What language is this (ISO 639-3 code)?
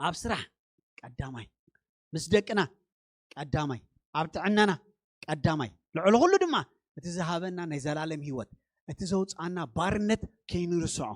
tir